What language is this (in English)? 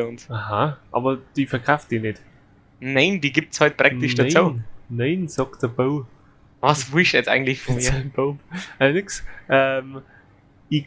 Bavarian